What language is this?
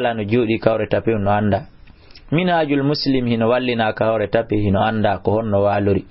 Fula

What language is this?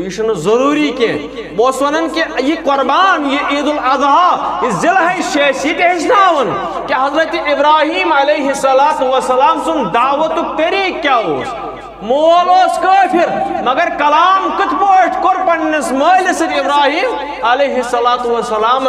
Kashmiri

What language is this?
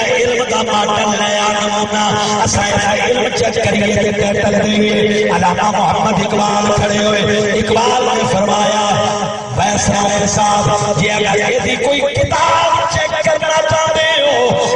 Saraiki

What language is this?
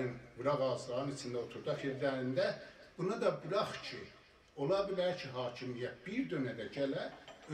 South Azerbaijani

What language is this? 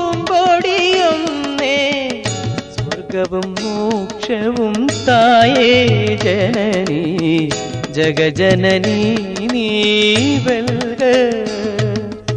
Malayalam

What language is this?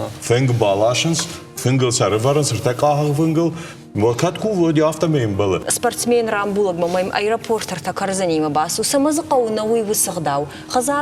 Ossetic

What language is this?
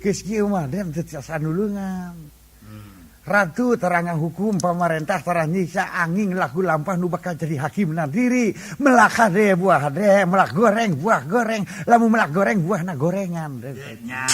Sundanese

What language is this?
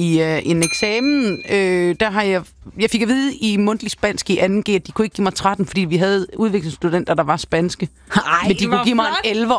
Danish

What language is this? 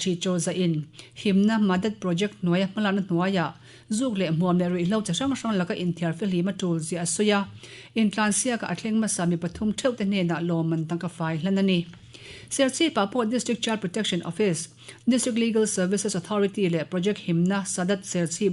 Mizo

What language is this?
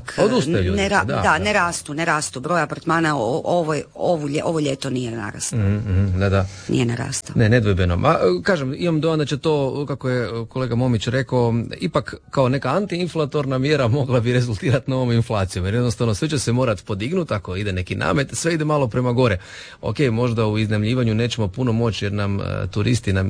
Croatian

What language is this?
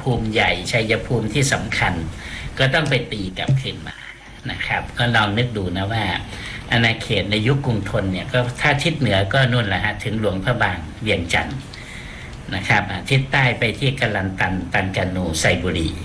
Thai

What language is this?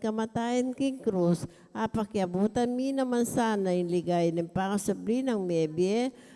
Pampanga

